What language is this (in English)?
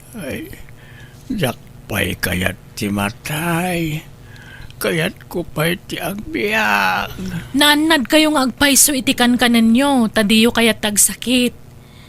Iloko